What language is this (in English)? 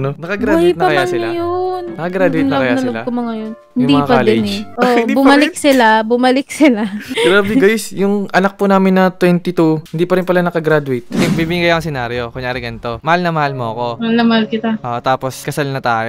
Filipino